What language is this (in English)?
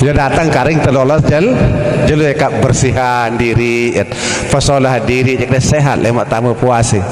Sasak